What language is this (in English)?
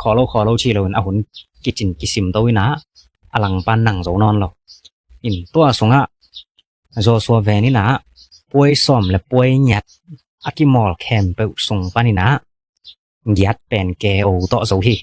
Tedim Chin